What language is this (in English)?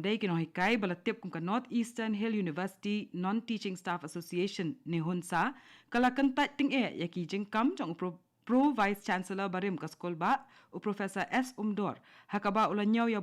Khasi